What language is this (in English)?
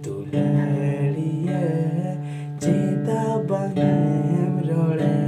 Santali